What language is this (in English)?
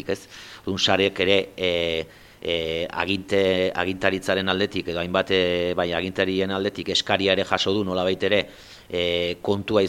Basque